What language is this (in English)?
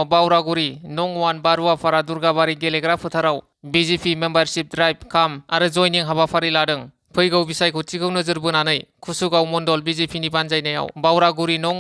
Bodo